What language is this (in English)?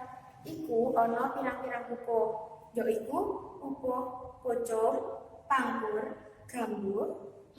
Javanese